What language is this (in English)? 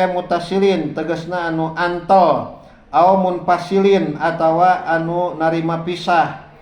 Sundanese